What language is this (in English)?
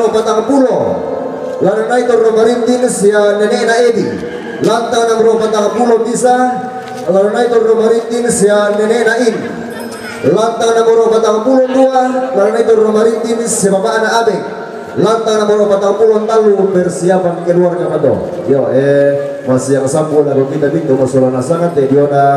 Toraja-Sa'dan